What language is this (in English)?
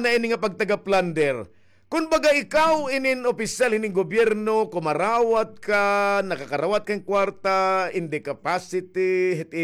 Waray